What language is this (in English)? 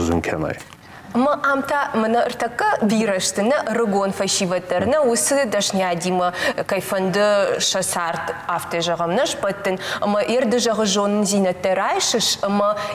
Ossetic